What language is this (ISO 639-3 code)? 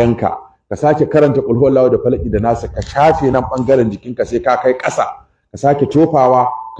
hau